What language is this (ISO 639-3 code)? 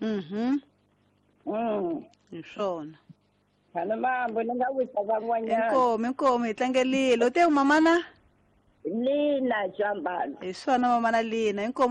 tso